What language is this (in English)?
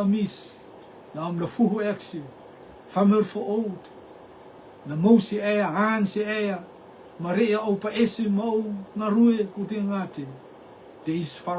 Rotuman